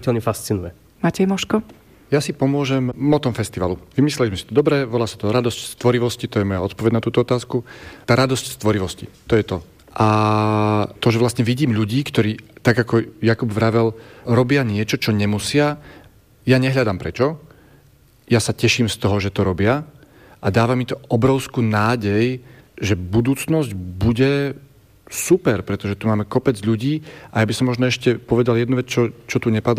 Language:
Slovak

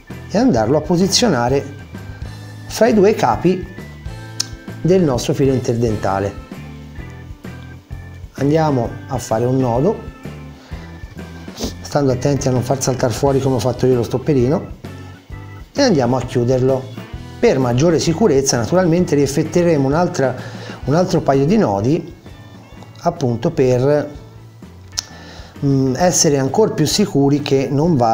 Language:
Italian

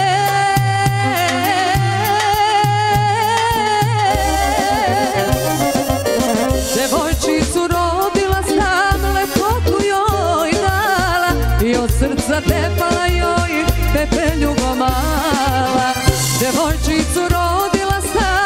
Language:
Serbian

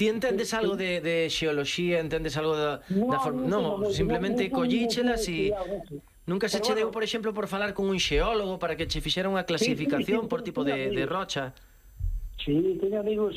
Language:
Galician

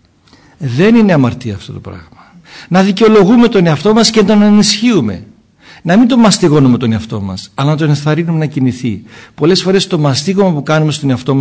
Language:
Greek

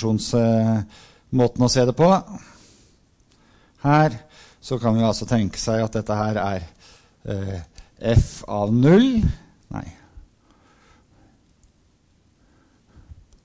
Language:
Norwegian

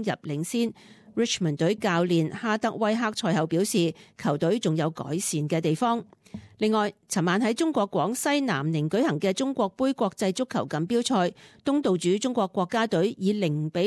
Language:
Cantonese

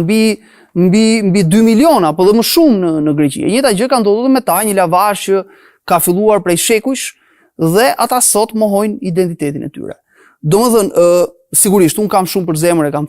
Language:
Albanian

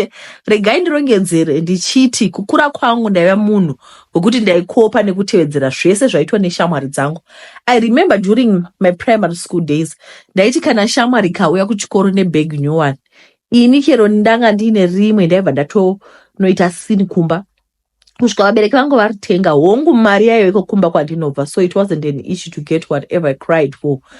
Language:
Shona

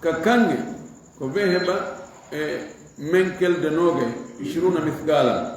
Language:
Fula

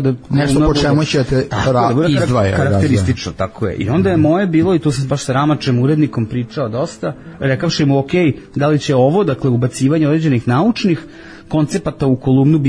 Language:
Serbian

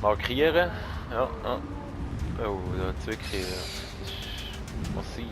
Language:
Swiss German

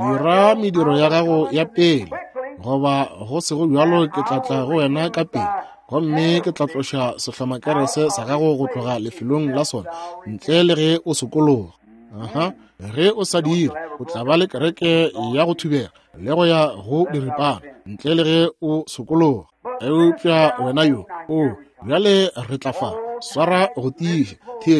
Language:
Northern Sotho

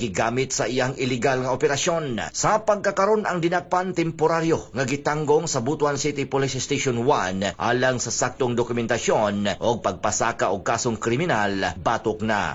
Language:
Cebuano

